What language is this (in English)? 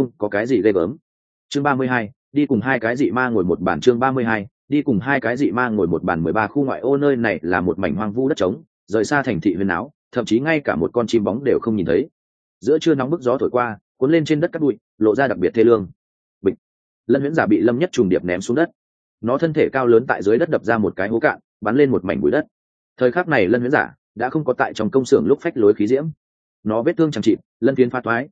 Vietnamese